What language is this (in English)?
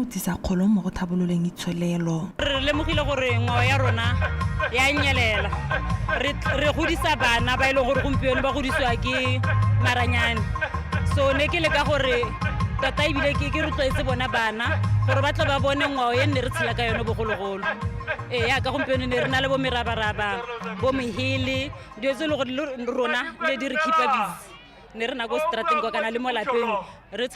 Tswana